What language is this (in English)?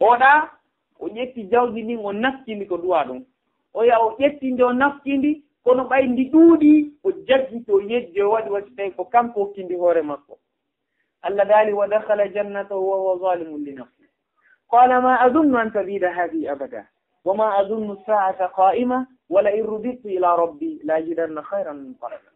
Fula